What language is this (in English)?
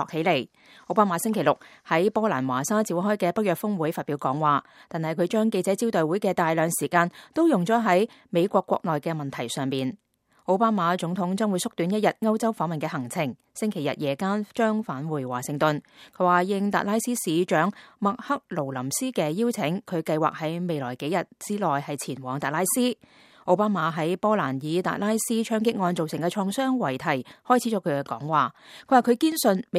Cantonese